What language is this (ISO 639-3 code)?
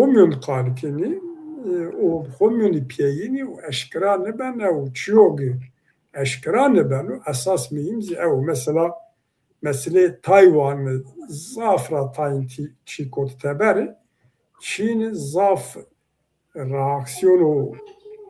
zza